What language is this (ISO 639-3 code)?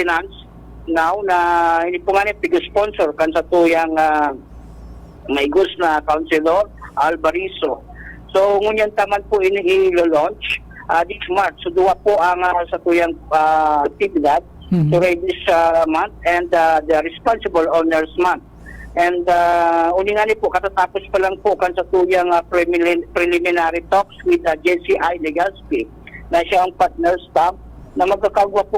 bik